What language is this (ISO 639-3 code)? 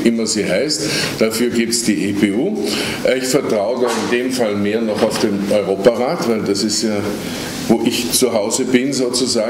deu